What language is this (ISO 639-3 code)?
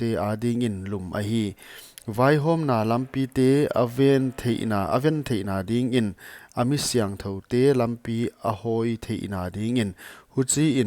pck